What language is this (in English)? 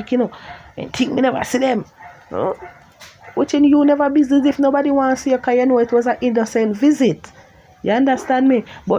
Jamaican Creole English